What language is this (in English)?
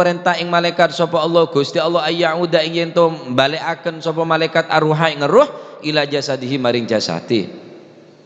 Madurese